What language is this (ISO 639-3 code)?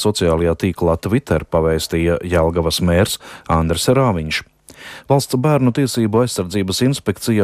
lav